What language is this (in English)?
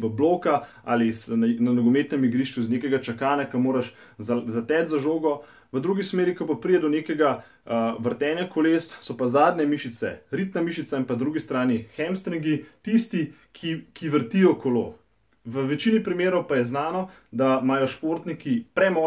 Slovenian